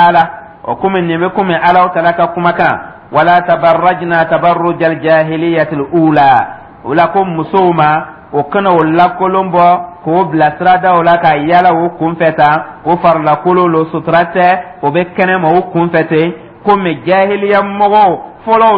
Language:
Dyula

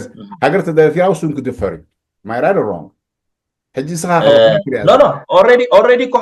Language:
Tigrinya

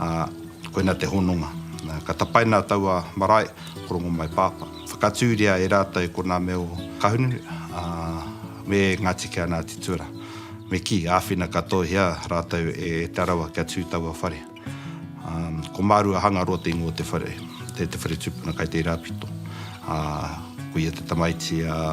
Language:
Māori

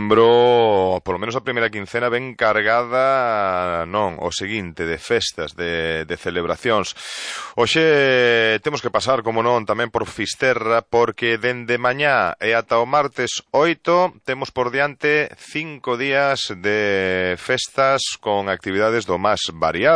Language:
Galician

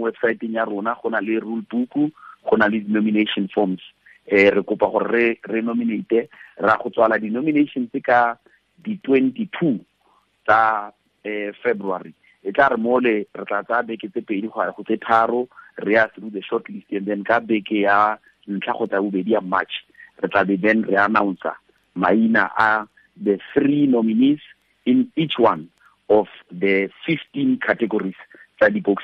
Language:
Tswana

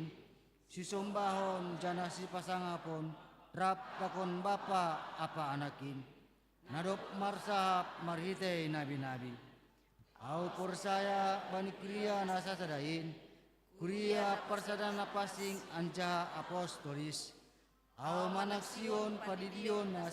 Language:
Batak Simalungun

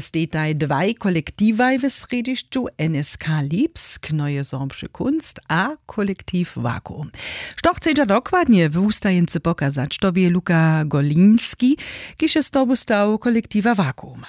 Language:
Upper Sorbian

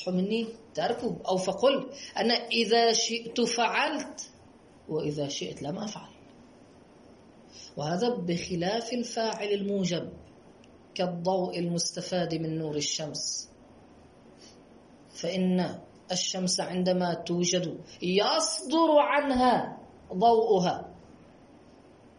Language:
Arabic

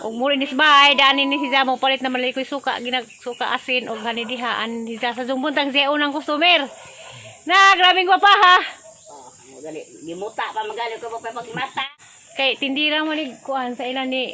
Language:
Cebuano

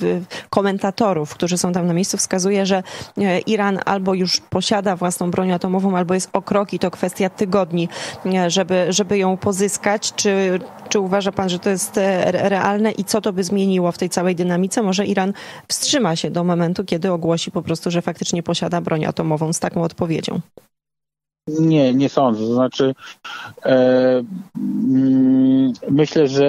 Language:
Polish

